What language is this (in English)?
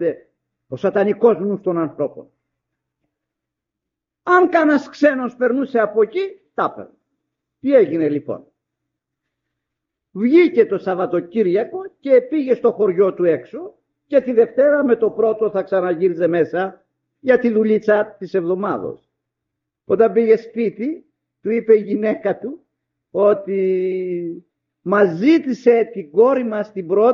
Greek